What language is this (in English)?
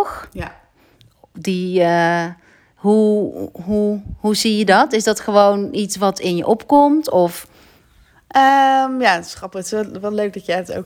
Dutch